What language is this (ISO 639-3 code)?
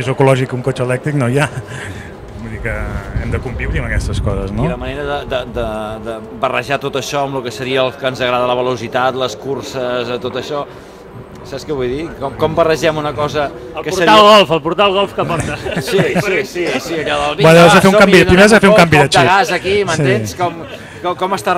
cat